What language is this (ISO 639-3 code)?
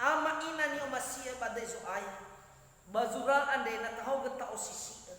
nia